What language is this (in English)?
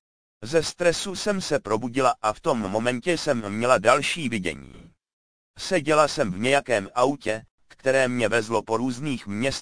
Czech